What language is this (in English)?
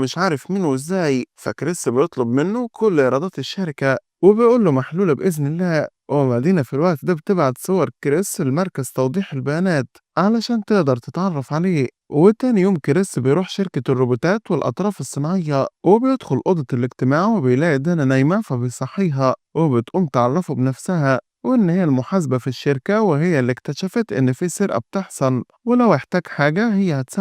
Egyptian Arabic